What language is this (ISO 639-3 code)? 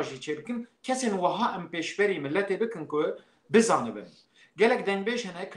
kur